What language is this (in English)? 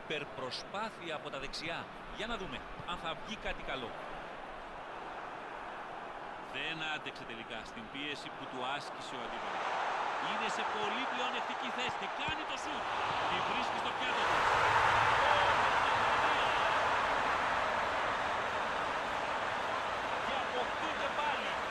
Greek